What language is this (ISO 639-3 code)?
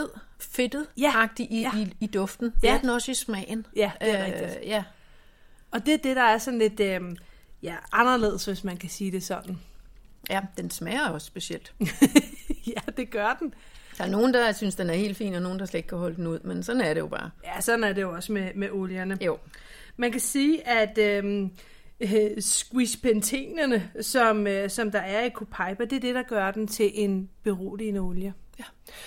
dan